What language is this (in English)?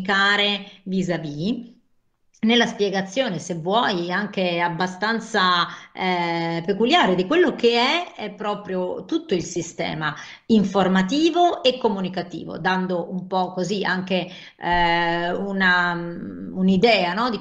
Italian